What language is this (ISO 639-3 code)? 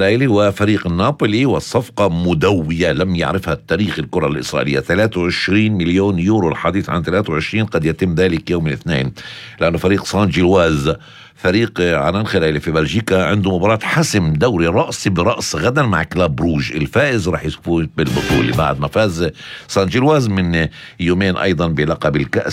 apc